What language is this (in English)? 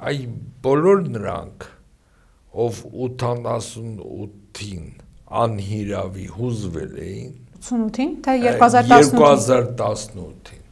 Armenian